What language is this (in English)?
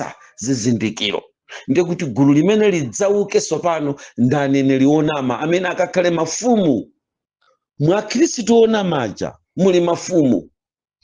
Nyanja